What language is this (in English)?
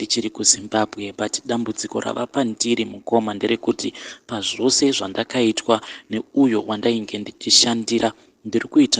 Shona